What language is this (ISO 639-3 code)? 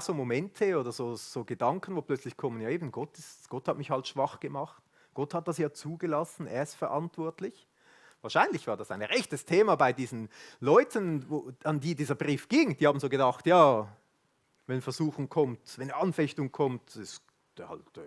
gsw